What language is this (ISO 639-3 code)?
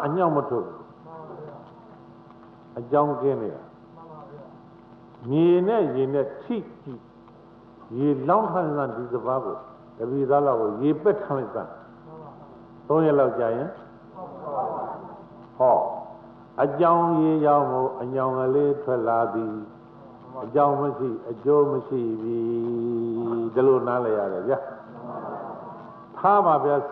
mya